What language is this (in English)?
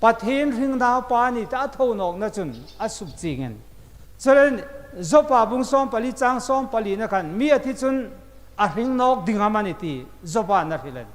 Hmar